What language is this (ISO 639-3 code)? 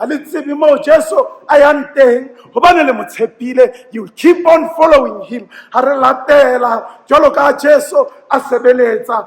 sot